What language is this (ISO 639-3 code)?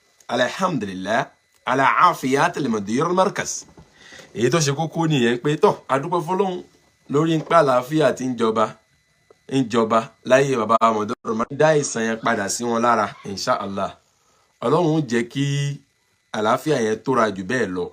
yor